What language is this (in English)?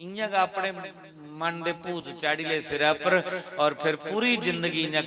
Dogri